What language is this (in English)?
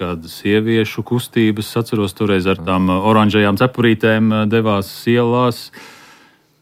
Latvian